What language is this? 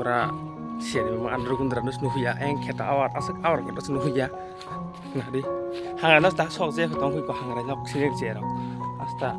Kok Borok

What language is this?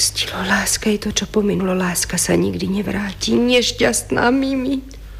Slovak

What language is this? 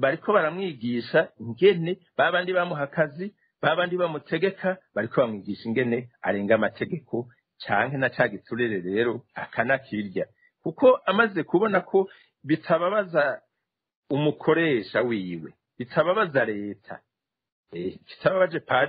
Rundi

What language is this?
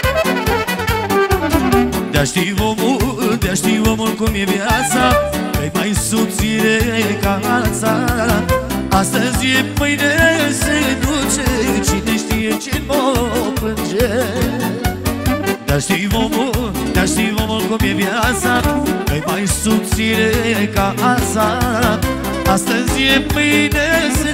Romanian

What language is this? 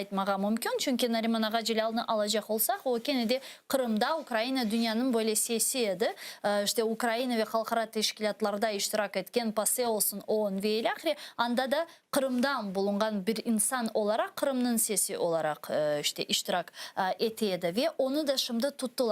Crimean Tatar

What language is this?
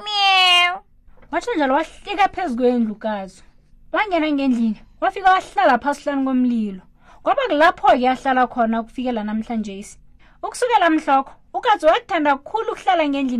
South Ndebele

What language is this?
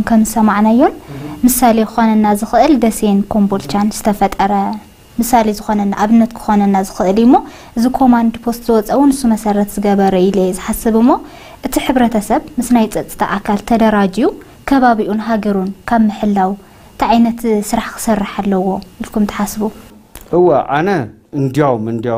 Tigrinya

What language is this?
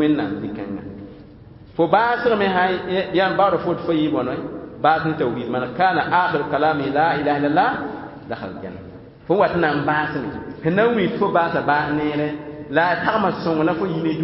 Mossi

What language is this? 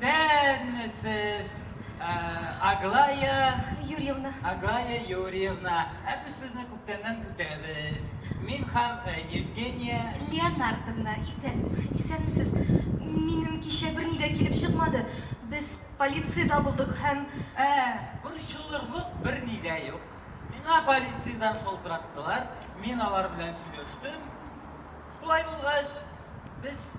Tatar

